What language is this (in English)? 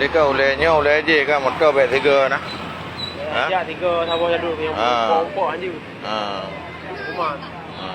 Achinese